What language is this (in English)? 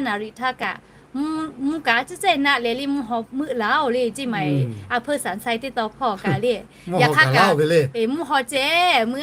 Lahu